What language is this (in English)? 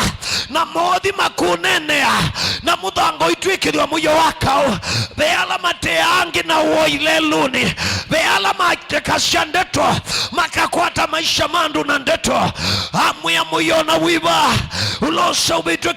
Kamba